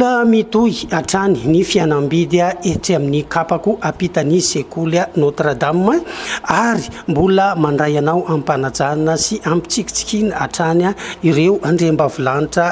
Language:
Malagasy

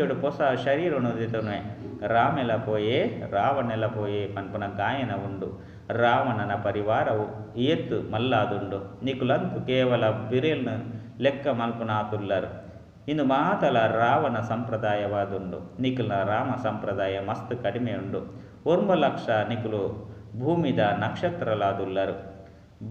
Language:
Tulu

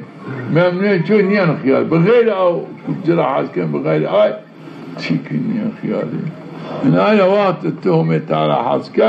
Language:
Zaza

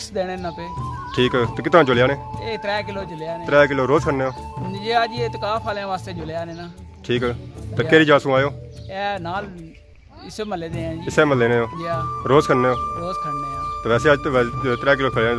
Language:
Pahari-Potwari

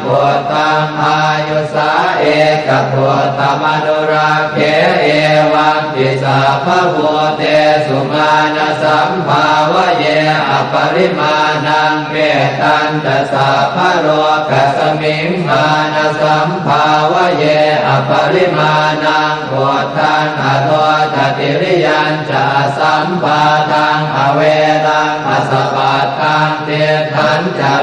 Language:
Pali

